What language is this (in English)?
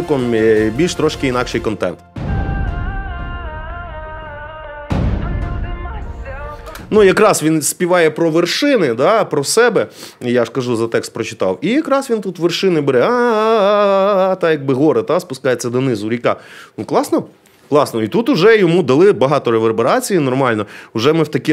Ukrainian